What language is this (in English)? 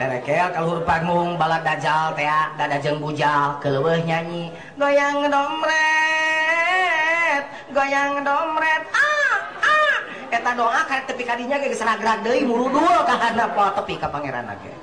Sundanese